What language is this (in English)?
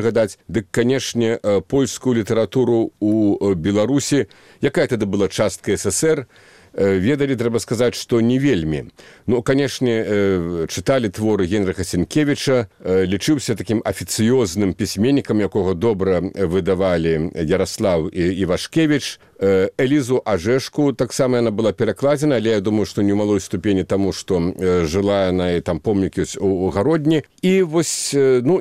Belarusian